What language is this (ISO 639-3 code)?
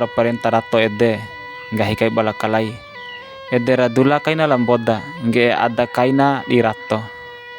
bhp